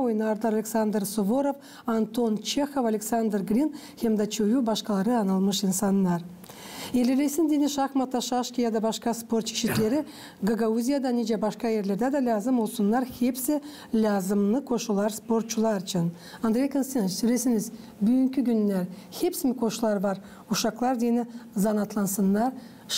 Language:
Gagauz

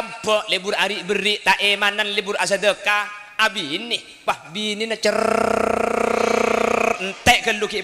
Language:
Madurese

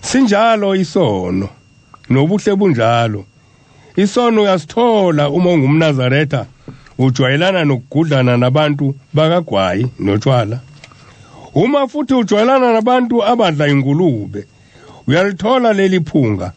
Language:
Zulu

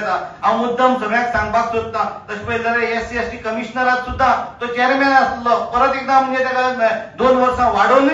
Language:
Konkani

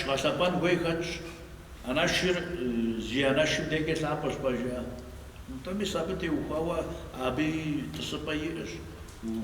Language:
Kabardian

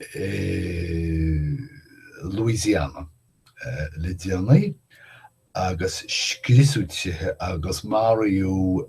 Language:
Irish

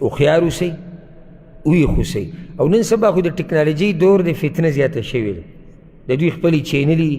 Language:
Pashto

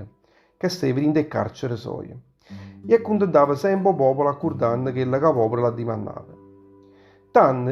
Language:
Neapolitan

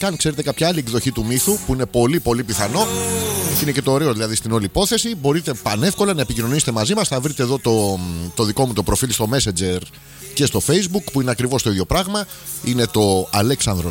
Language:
Greek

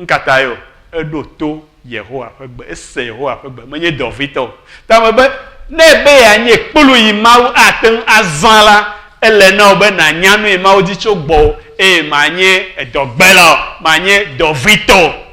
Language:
Ewe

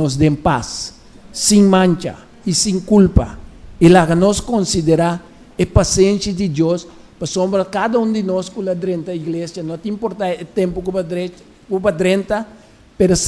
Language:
Papiamento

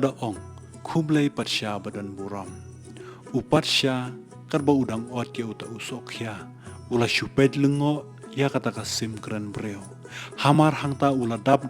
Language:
Khasi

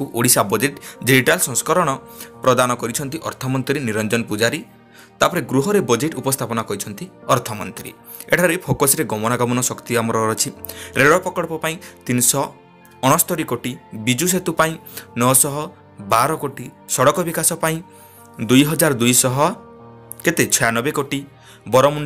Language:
Odia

